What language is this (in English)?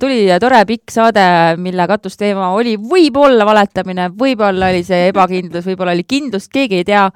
Estonian